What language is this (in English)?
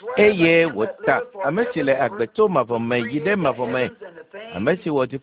Ewe